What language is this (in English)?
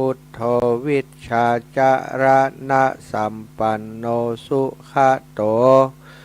Pali